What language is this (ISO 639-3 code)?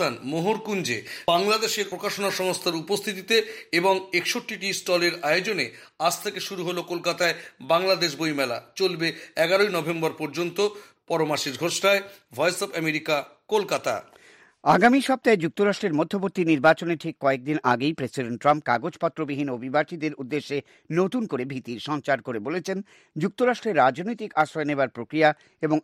ben